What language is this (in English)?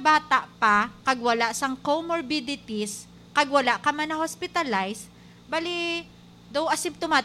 Hiligaynon